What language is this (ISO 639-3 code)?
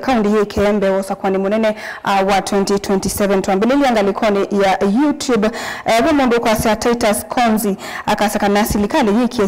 kam